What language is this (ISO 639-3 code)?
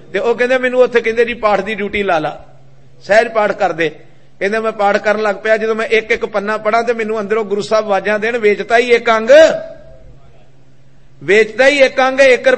pan